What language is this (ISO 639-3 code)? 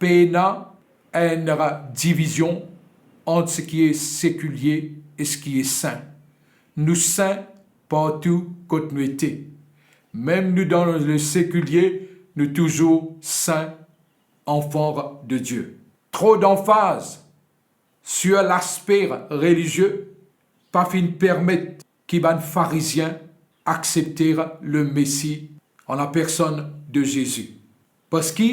mfe